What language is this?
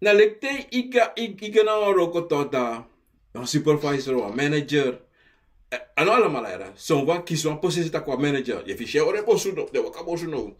Sranan Tongo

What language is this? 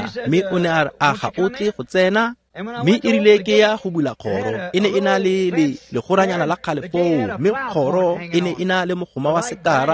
Tswana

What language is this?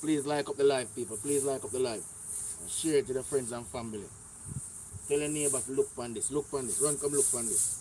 Jamaican Creole English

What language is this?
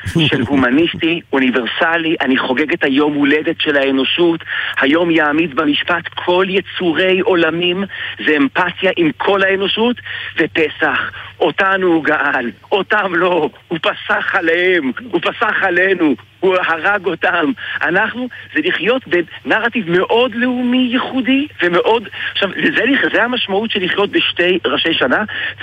Hebrew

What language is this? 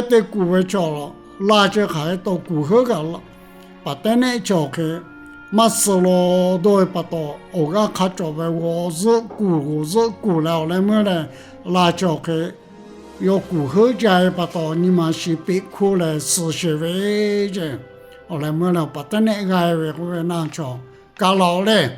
Lahu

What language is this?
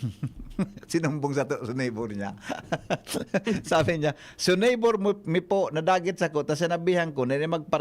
Bikol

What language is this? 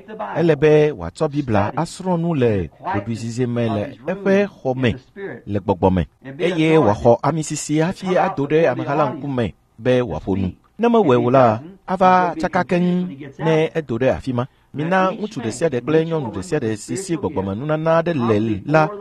Ewe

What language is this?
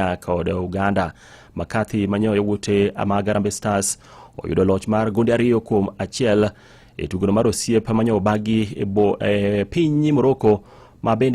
Luo (Kenya and Tanzania)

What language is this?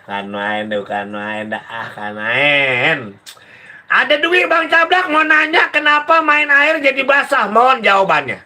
Betawi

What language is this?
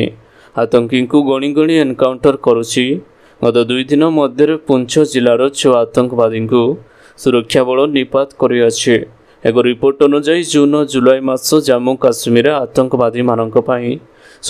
Odia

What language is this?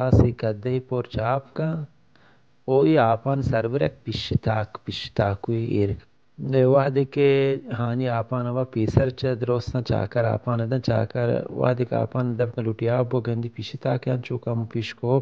Baluchi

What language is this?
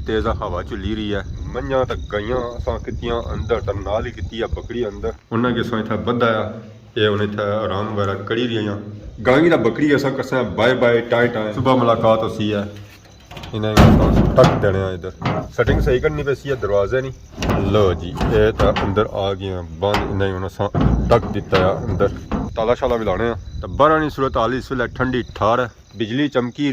Pahari-Potwari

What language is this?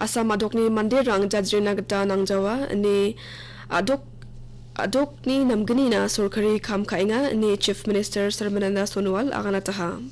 Garo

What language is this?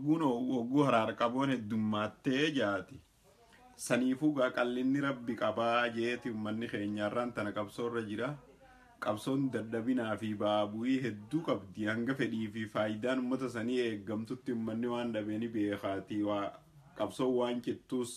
Oromo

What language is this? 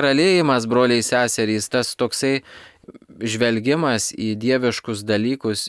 Lithuanian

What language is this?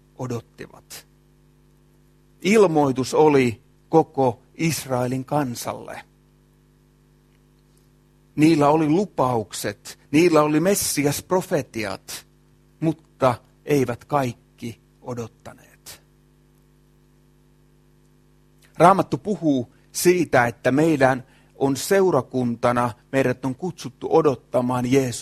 Finnish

